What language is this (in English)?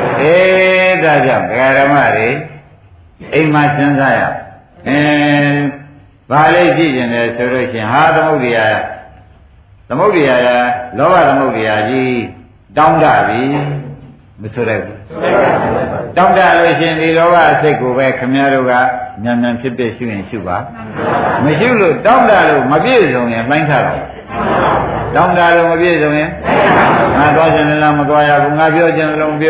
Burmese